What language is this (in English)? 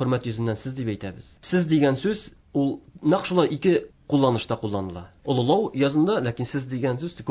Tatar